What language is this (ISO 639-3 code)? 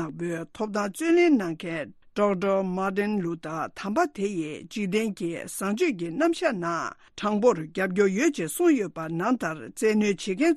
bod